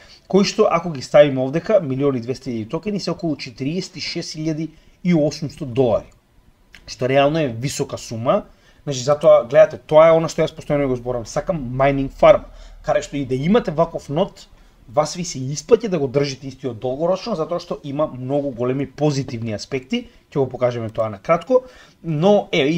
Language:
Macedonian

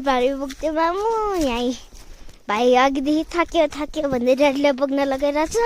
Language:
Nepali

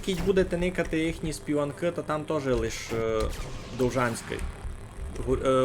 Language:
Rusyn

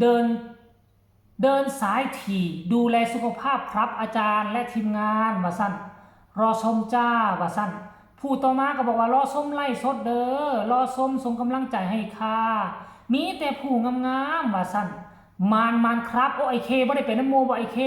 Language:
Northeastern Thai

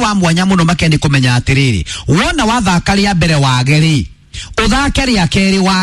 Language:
Kikuyu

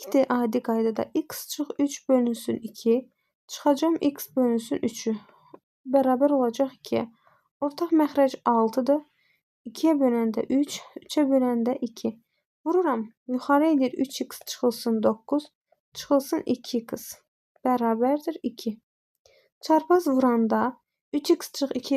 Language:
Azerbaijani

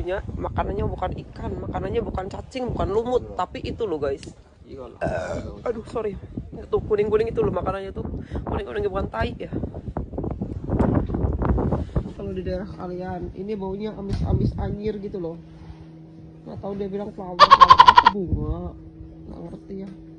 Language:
Indonesian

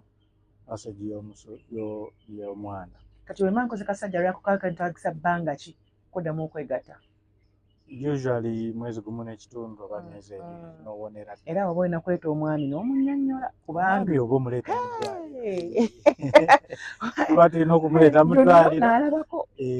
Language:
Ganda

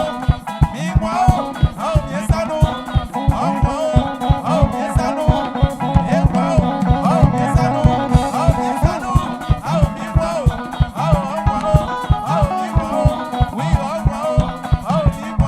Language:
Baoulé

